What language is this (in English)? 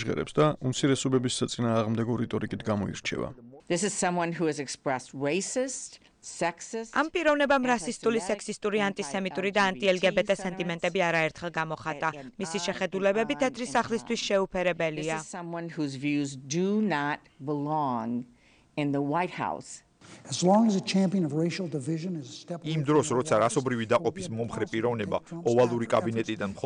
Georgian